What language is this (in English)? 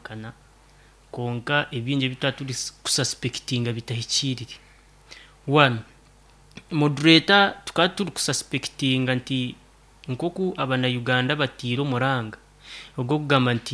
Nyankole